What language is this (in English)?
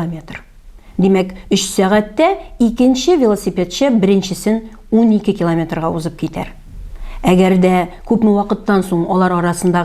Tatar